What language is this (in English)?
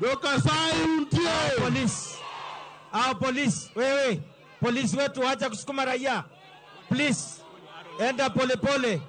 Luo (Kenya and Tanzania)